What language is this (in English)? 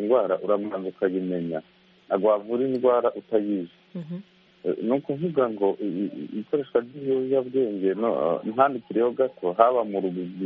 Kinyarwanda